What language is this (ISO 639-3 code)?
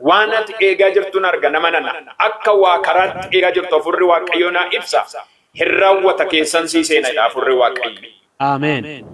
orm